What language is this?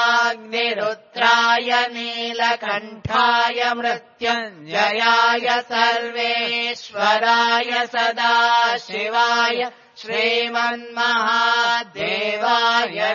Sanskrit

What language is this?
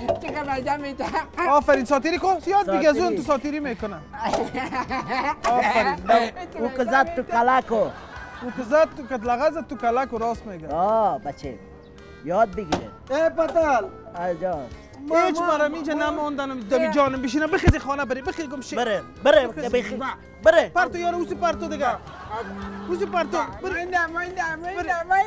Persian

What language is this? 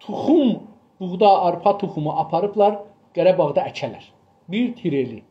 South Azerbaijani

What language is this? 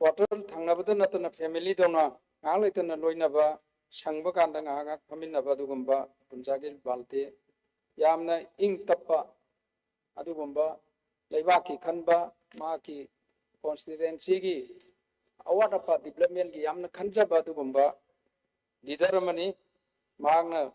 Manipuri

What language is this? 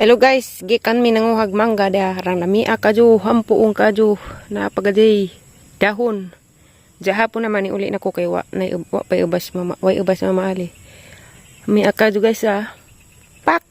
Cebuano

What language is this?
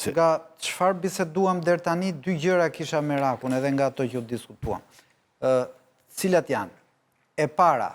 Albanian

